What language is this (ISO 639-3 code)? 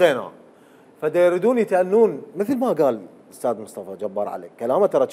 acm